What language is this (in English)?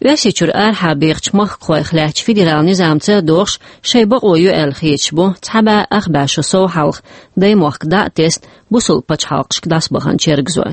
Chechen